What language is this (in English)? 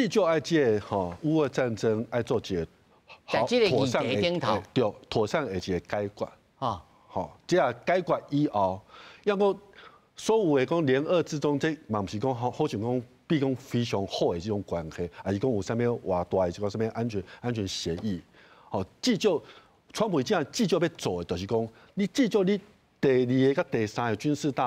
Min Nan Chinese